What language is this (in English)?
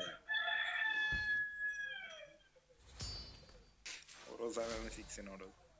Turkish